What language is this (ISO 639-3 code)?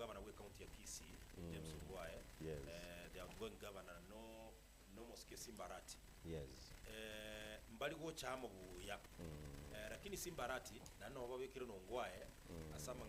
guz